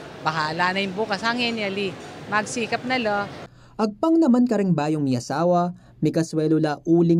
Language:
Pampanga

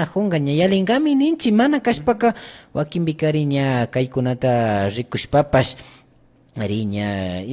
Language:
Imbabura Highland Quichua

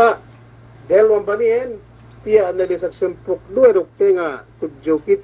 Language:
Yakan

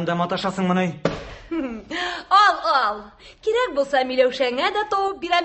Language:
Tatar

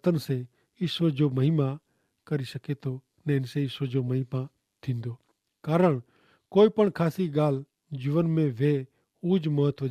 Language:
Kachhi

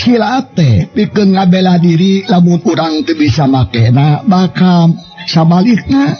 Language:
Sundanese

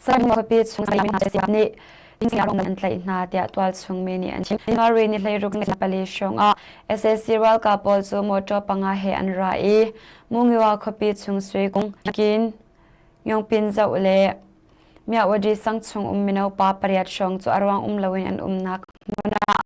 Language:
Hakha Chin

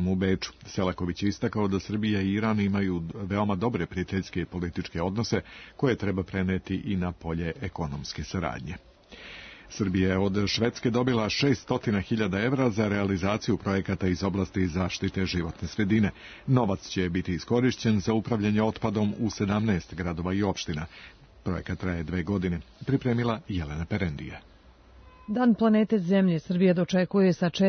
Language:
Serbian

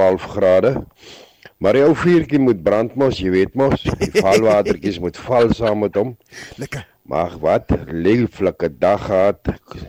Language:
Afrikaans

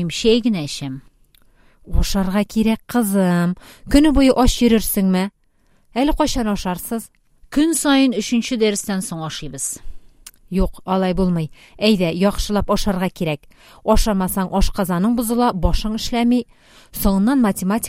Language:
Tatar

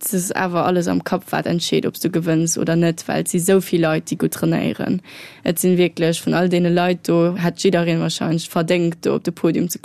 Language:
Luxembourgish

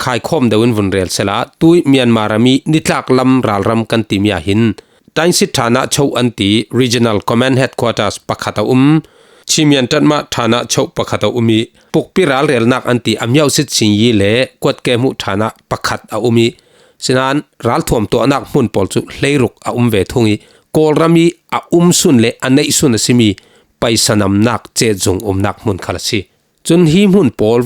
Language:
Falam Chin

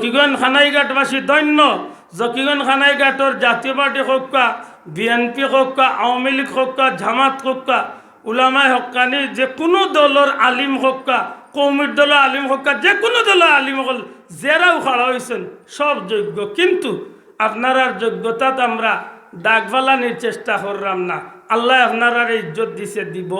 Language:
Sylheti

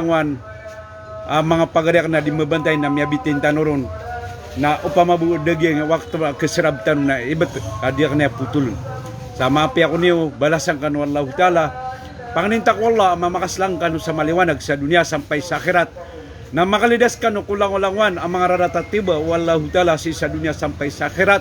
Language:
Maranao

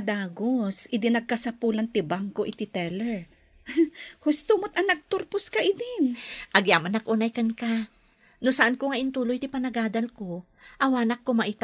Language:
Iloko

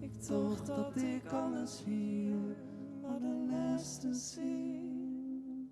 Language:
Western Frisian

